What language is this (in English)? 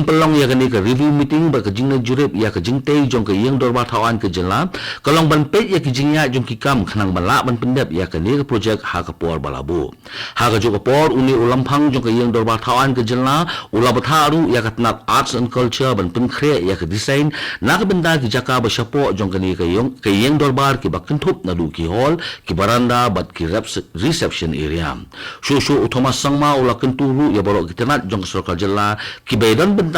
Khasi